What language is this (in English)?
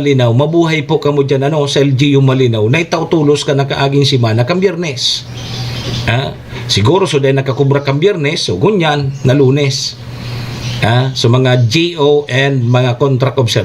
Bikol